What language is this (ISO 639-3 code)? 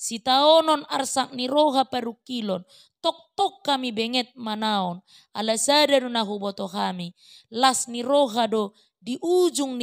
bbc